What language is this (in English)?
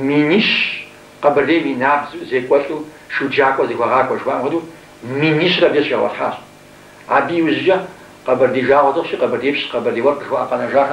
Kabardian